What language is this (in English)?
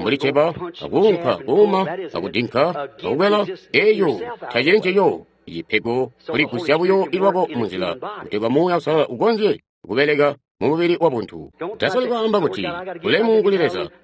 Tonga (Zambia)